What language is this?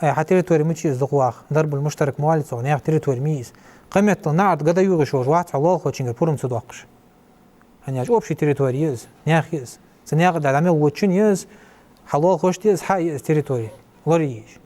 Ingush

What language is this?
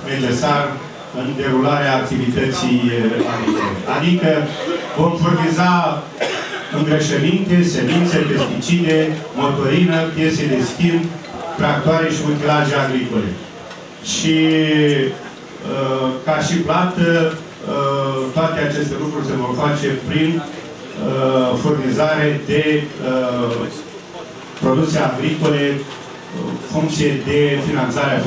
Romanian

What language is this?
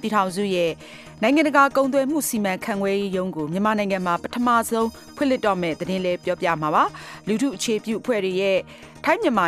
Burmese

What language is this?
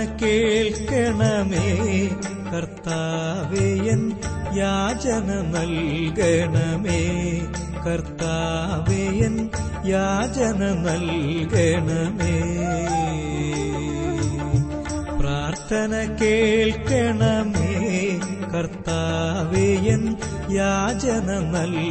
Malayalam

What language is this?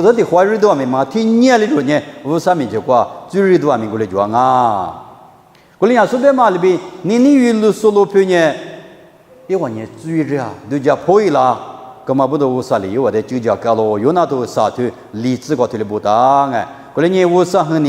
Lisu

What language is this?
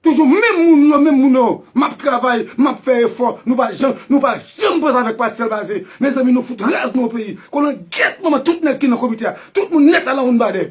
Haitian Creole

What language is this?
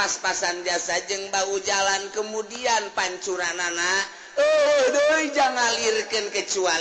Sundanese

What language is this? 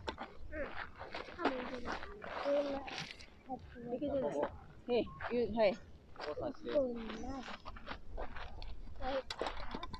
Japanese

